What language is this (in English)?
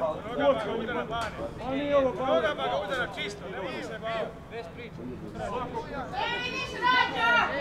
Croatian